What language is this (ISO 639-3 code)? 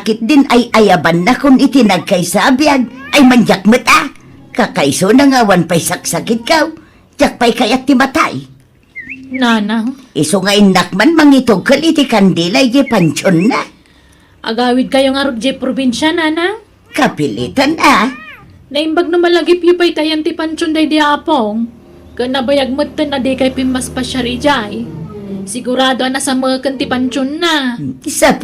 ilo